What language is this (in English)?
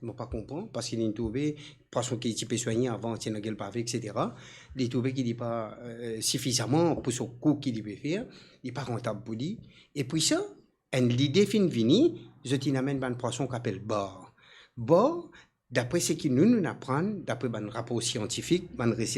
Morisyen